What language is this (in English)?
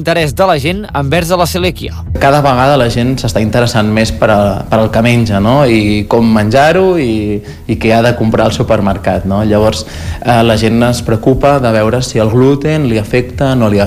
Catalan